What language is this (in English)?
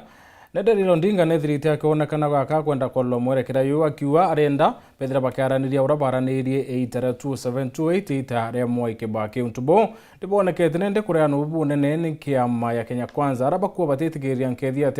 Meru